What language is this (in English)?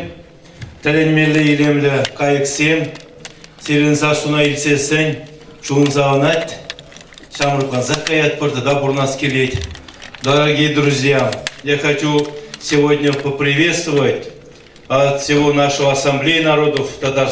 Chuvash